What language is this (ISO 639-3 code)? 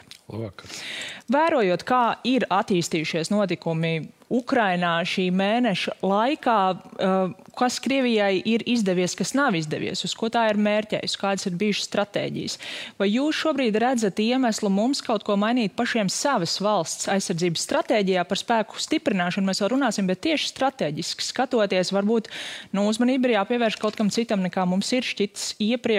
lav